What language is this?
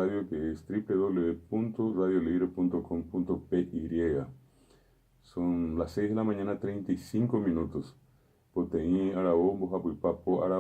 Guarani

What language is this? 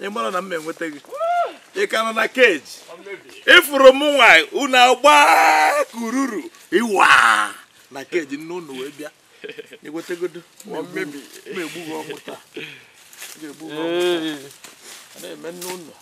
Igbo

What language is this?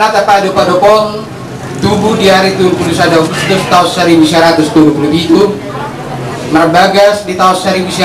Batak Toba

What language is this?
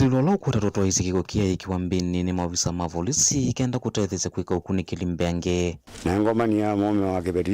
Kamba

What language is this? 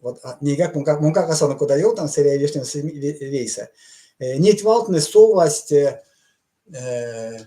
Erzya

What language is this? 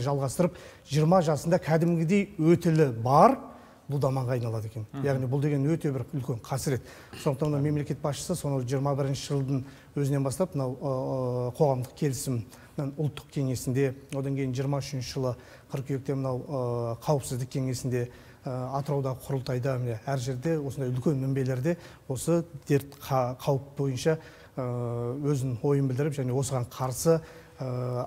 Kazakh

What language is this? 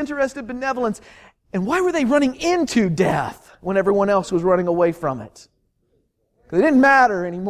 English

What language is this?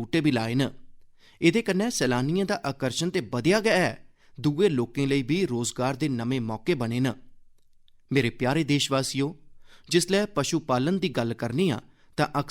Dogri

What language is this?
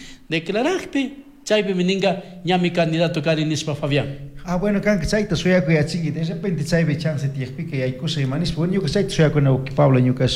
Chimborazo Highland Quichua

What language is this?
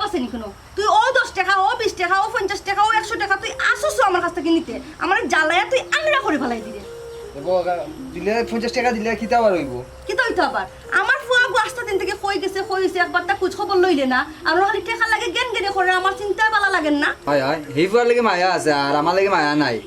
Sylheti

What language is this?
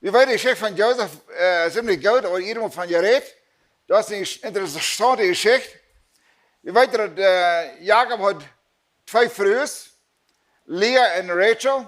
Plautdietsch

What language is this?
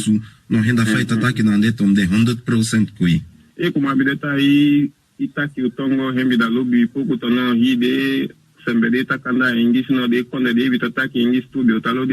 Saramaccan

